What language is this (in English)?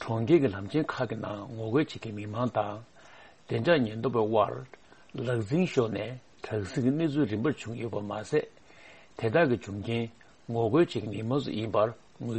Tibetan